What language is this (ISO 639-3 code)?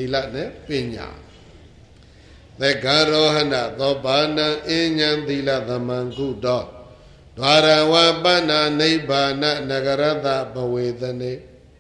mya